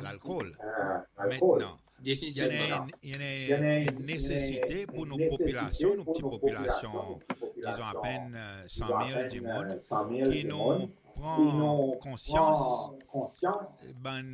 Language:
Seselwa Creole French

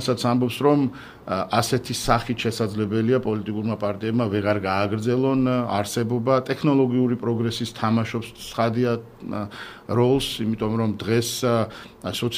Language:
Georgian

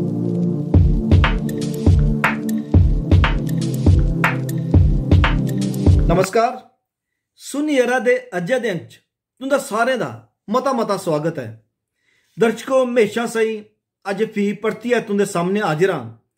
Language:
Dogri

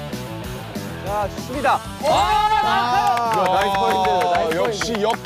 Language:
Korean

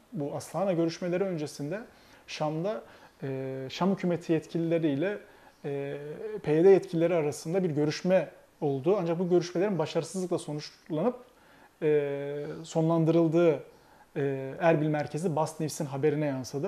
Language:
Turkish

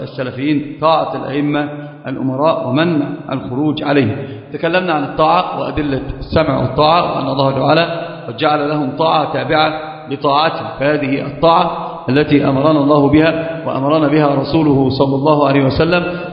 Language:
Arabic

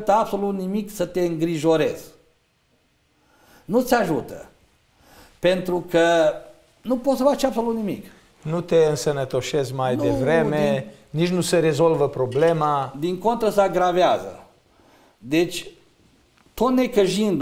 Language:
Romanian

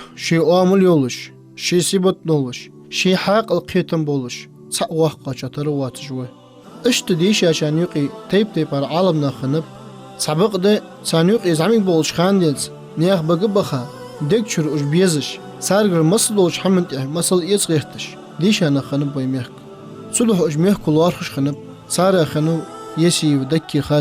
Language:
Ingush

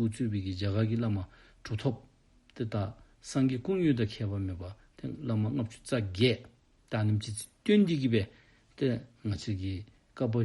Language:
Dzongkha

